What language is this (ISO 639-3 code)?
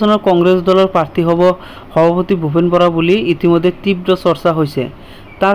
asm